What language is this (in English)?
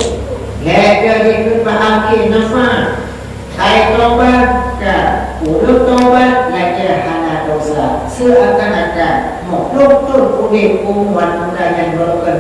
Achinese